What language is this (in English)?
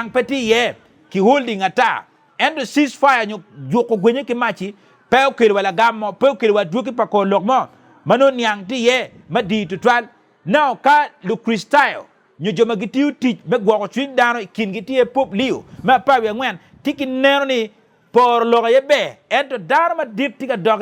Acoli